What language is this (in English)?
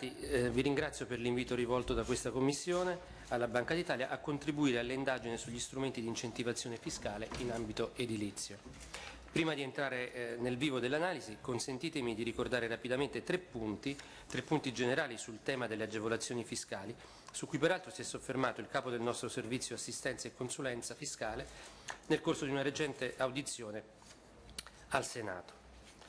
Italian